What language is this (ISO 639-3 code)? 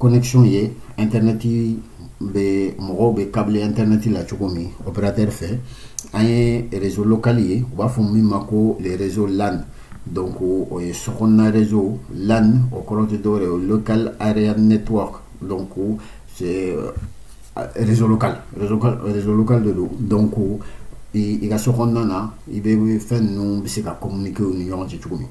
bam